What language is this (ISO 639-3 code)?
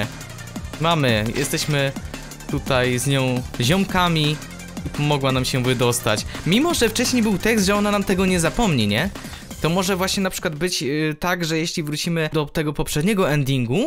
pol